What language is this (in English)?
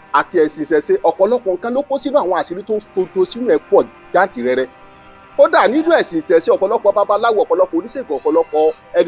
Yoruba